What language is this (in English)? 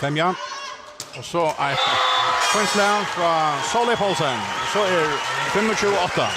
Faroese